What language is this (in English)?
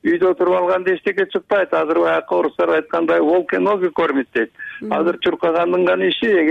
Kyrgyz